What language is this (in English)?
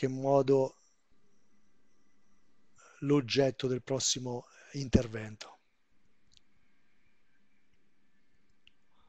Italian